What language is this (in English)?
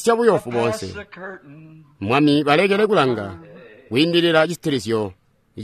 Tonga (Zambia)